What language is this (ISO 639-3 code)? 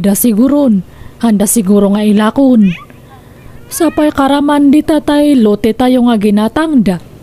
ilo